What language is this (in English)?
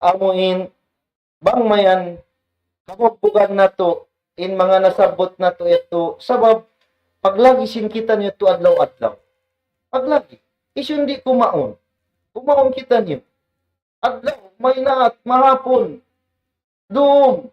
Tausug